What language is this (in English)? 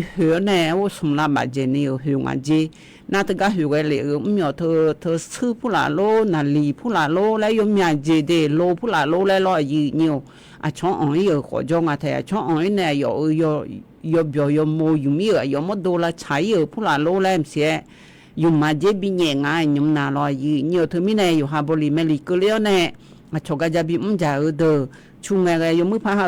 Akha